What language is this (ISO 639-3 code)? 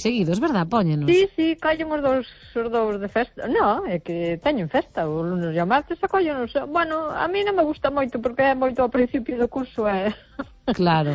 glg